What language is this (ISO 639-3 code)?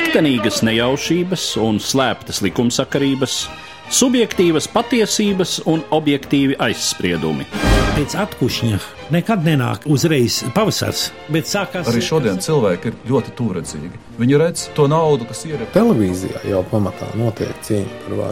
lav